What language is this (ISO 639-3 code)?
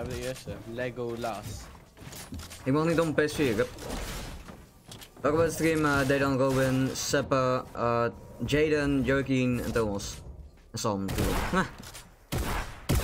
nld